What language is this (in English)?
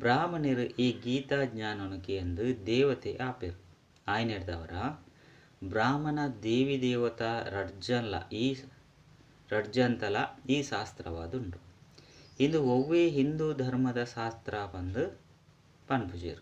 Tulu